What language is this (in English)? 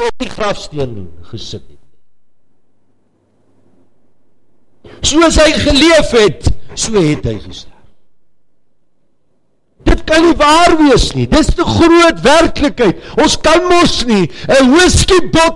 Afrikaans